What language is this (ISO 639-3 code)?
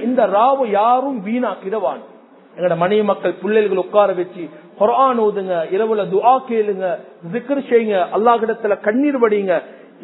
tam